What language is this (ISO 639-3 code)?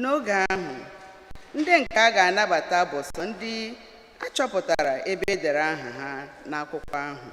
ibo